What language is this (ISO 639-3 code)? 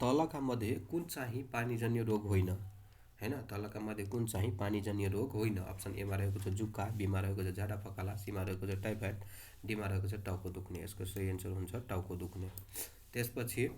nep